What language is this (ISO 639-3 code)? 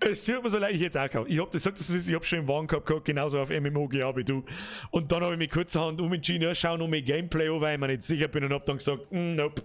bar